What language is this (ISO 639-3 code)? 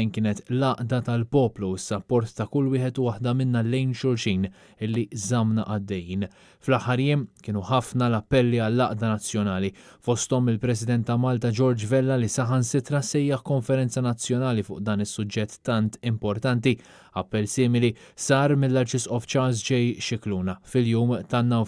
mlt